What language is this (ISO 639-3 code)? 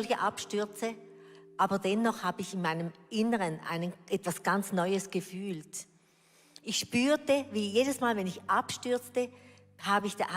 gsw